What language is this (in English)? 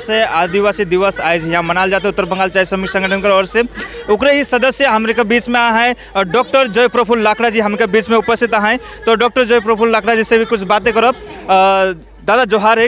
Sadri